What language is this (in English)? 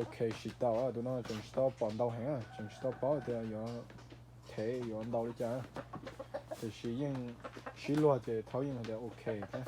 Hmong